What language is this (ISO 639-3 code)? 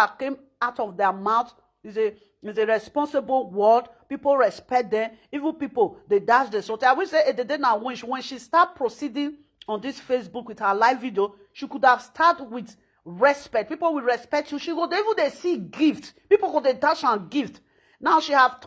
pcm